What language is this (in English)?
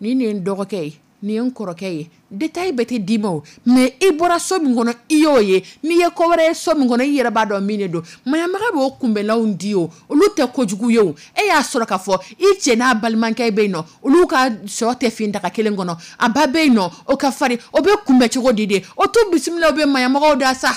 Dyula